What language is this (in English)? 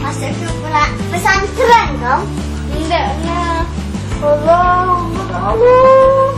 Musi